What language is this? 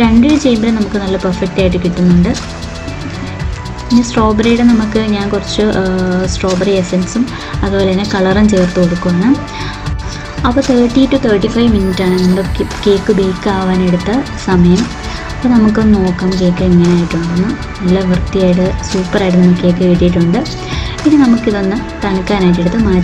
Malayalam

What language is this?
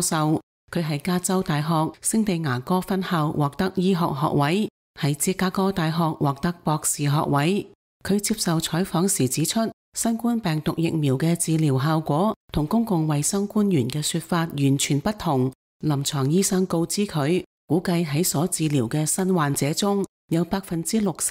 Cantonese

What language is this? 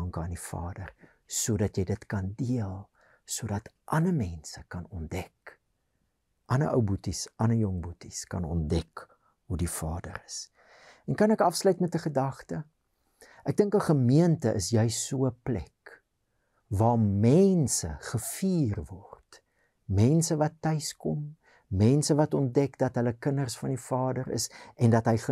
Afrikaans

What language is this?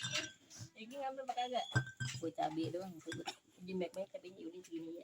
Betawi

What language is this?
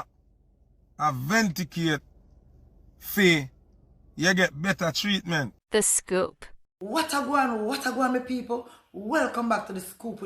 Jamaican Creole English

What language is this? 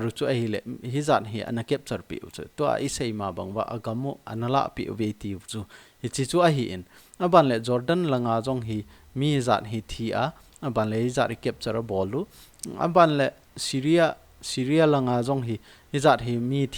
Thado Chin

